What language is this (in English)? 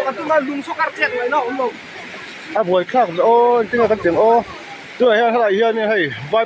Mizo